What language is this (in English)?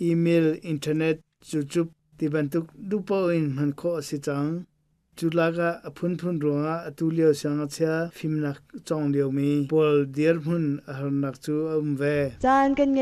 Hakha Chin